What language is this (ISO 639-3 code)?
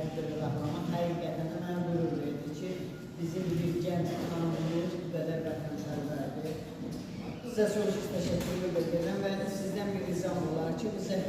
aze